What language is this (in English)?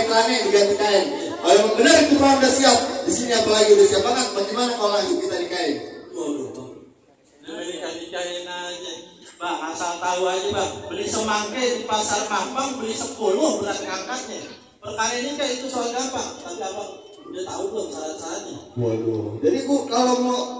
Betawi